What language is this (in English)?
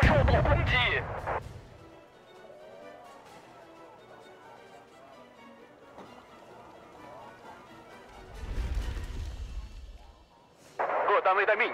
Chinese